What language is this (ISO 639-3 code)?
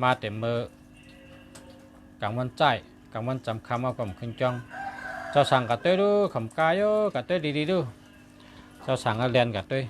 shn